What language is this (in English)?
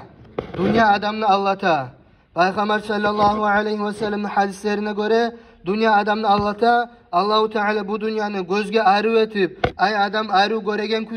Kumyk